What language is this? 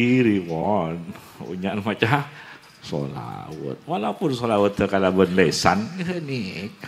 Madurese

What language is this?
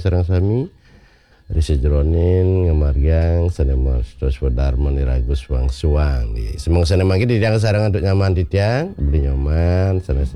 Balinese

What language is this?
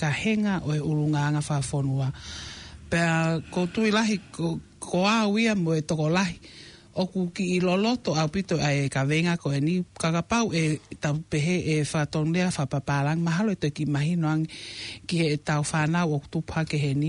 Tongan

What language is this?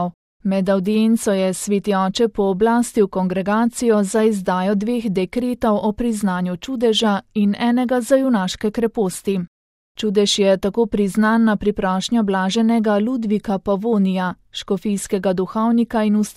Slovenian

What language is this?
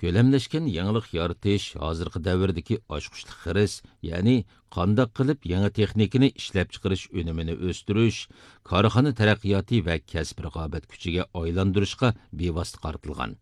Uyghur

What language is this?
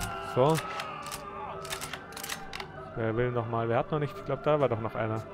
German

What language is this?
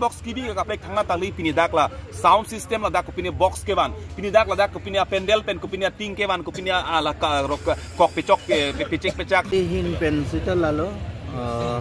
Karbi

